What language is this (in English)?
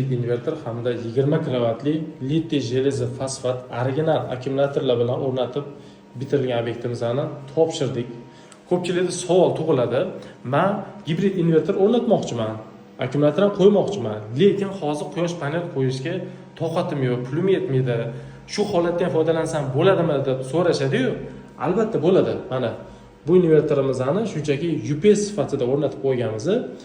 Uzbek